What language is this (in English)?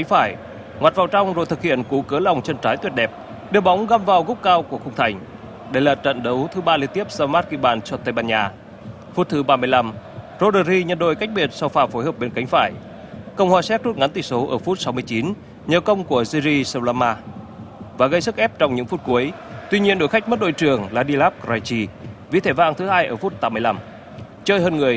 Vietnamese